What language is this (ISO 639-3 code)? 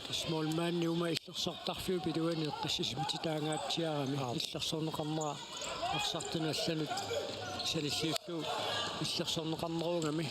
kal